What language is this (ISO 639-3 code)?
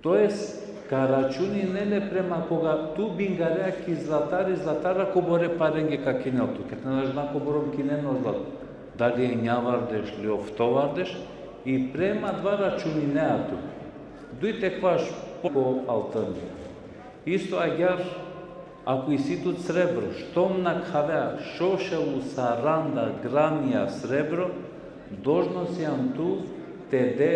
rmn